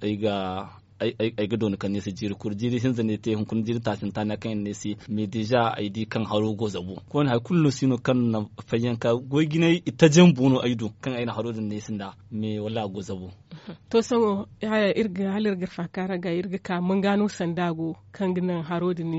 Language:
Zarma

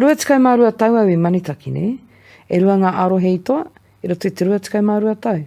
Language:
Māori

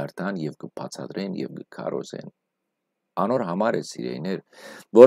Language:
Western Armenian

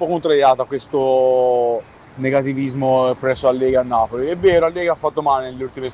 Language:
Italian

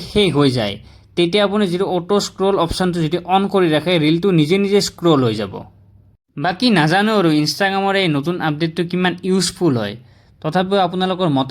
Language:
Assamese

